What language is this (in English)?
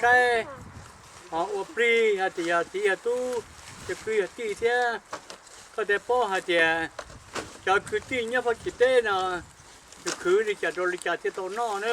Hmong